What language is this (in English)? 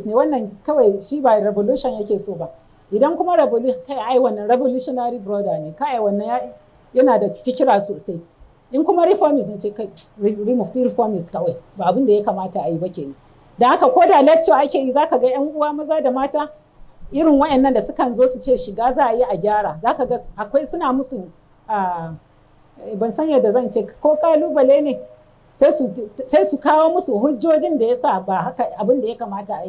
Hausa